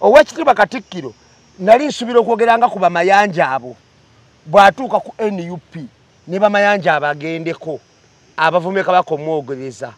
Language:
Ganda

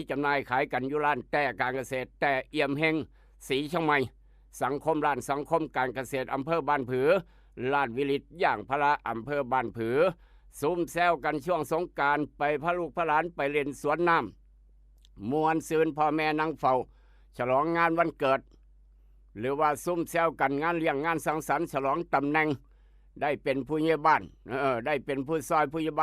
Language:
Northeastern Thai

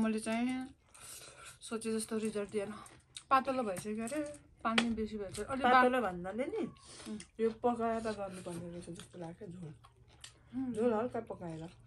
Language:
Nepali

